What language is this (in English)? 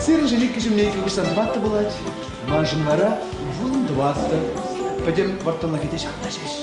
Chuvash